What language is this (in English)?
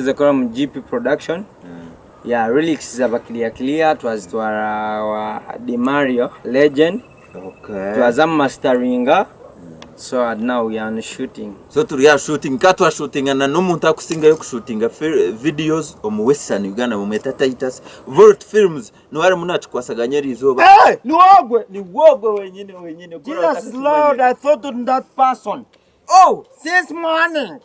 Nyankole